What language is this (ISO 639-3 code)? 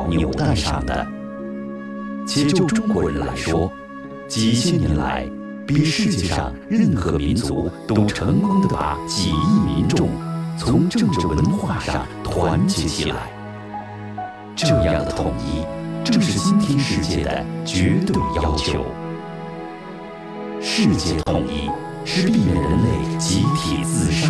zho